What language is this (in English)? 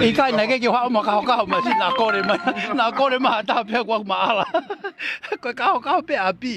Tongan